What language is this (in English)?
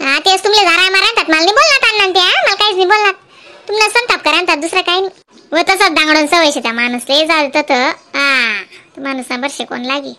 Khandesi